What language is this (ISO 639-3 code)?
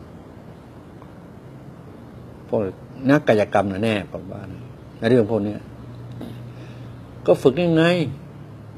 tha